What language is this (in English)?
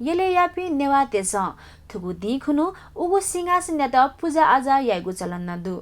Newari